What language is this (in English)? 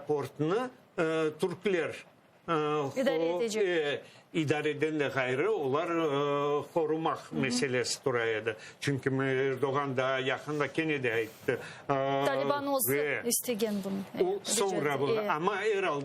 Crimean Tatar